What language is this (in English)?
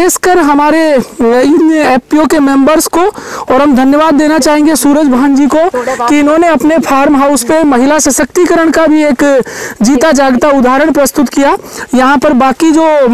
Hindi